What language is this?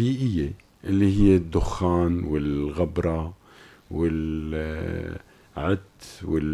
North Levantine Arabic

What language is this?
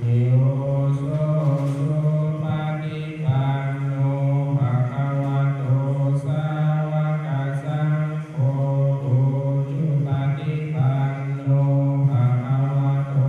Pali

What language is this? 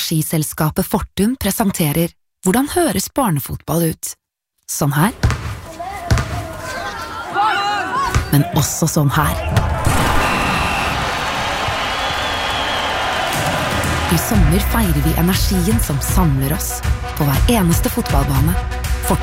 Norwegian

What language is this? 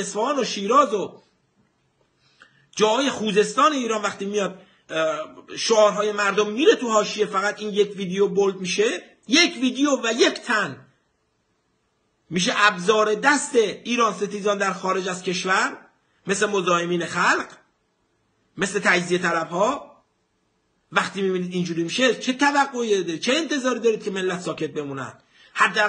Persian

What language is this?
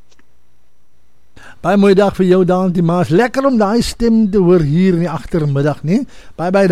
Afrikaans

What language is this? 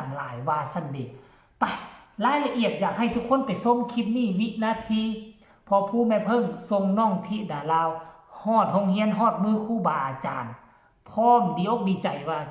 Northeastern Thai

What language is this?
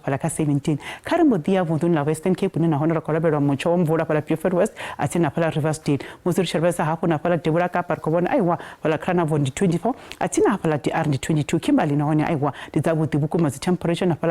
Venda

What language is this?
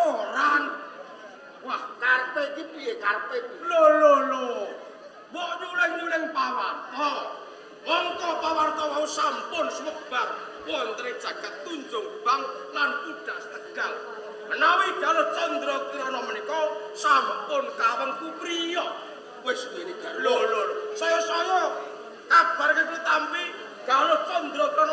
Javanese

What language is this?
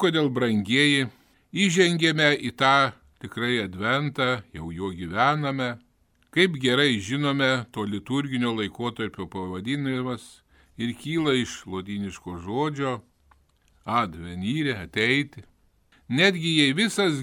Lithuanian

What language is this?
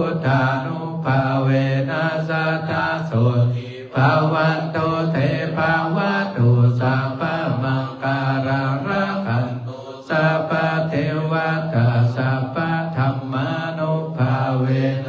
Pali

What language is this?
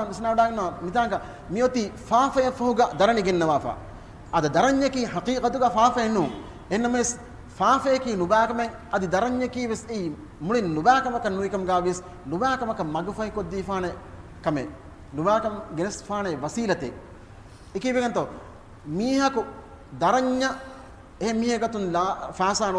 Divehi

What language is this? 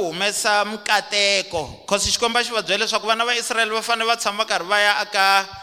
Tsonga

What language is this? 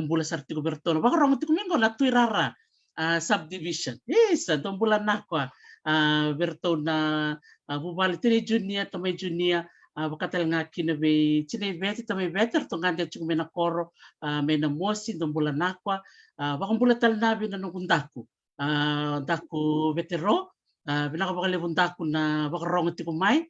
Fijian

